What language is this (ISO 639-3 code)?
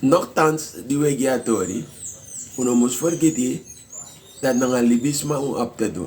srn